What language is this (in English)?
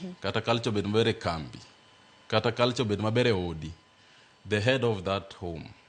Luo (Kenya and Tanzania)